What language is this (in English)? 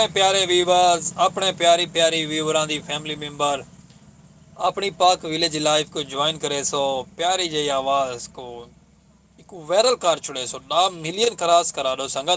Saraiki